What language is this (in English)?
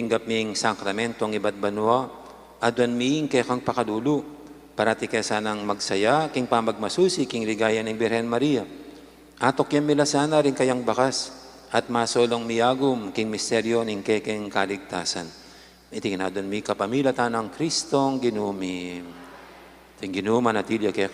Pampanga